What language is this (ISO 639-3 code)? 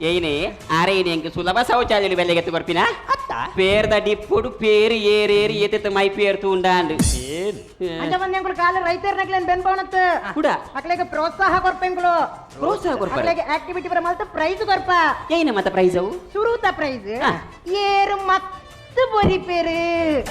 tcy